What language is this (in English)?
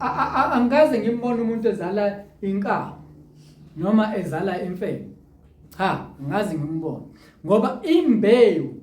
Zulu